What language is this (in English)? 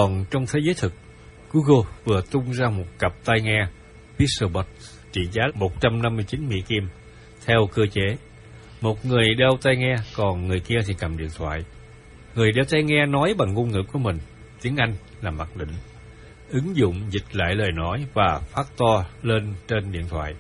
Vietnamese